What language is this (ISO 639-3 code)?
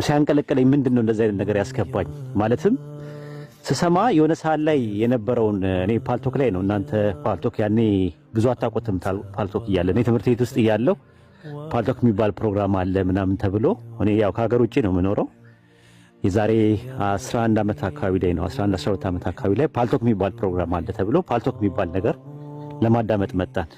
amh